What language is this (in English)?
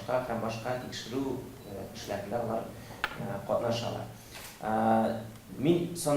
Tatar